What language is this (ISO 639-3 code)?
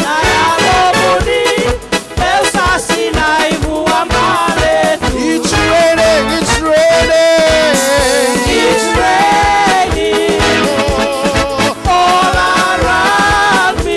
fij